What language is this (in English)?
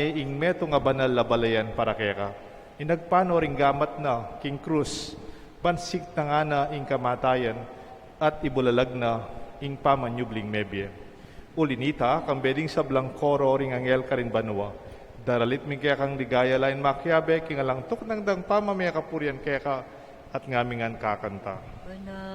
Pampanga